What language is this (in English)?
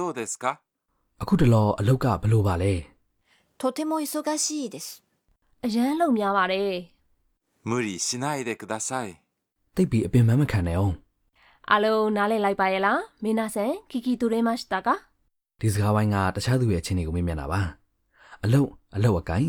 Burmese